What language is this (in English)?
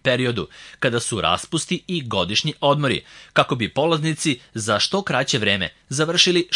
Serbian